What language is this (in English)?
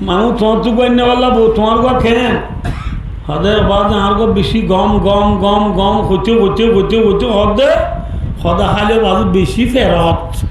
Rohingya